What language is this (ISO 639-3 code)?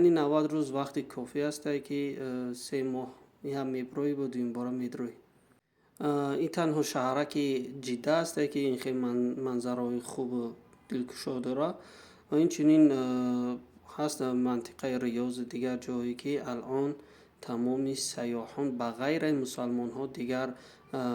tgk